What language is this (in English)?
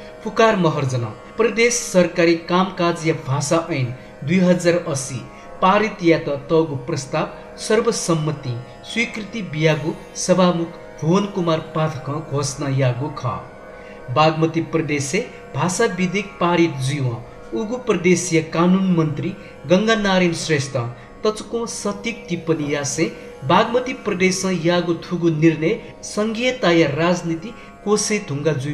Newari